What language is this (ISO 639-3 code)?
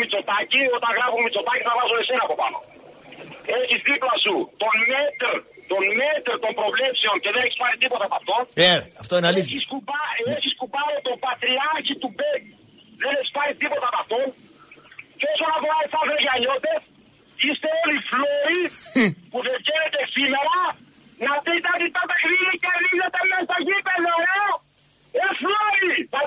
ell